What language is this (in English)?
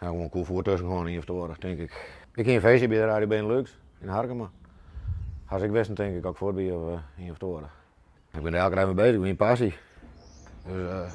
Western Frisian